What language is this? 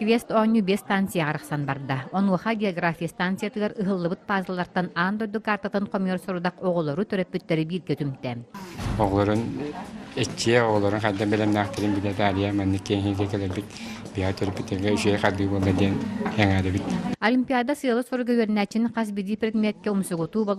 Yakut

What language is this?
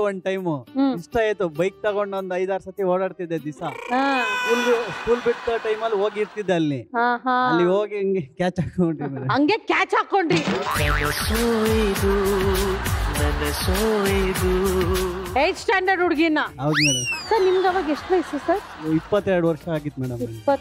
Kannada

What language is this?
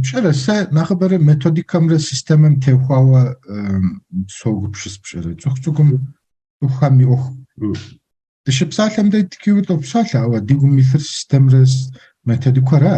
Kabardian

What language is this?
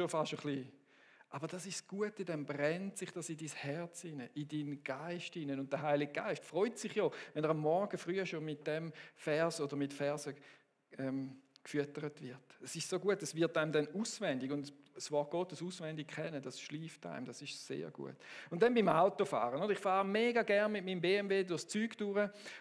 Swiss German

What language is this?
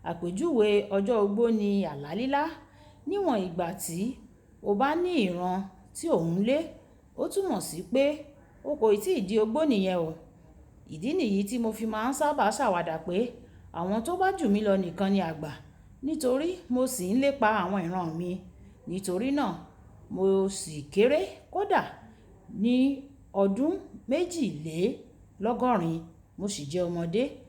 Yoruba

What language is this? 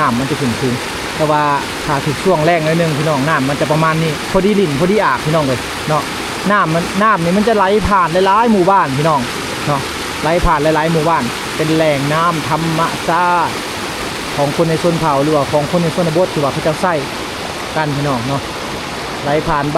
Lao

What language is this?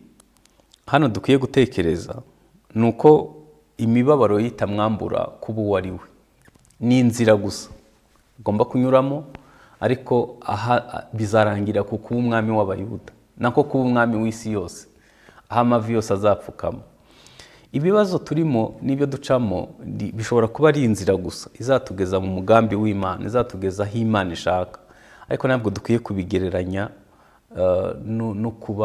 Kinyarwanda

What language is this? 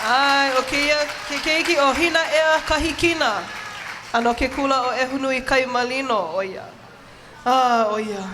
Hawaiian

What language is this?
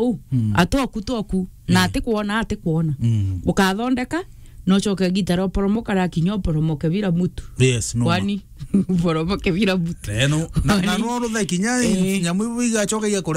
Meru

